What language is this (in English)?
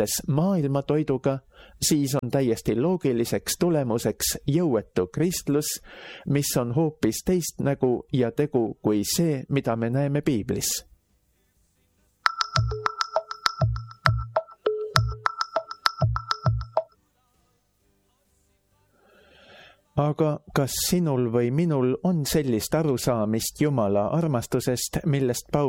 Estonian